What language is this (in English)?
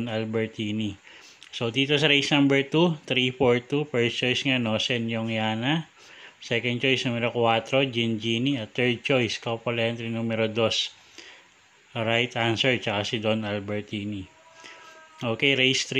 Filipino